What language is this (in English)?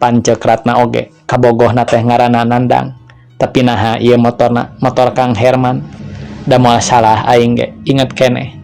Sundanese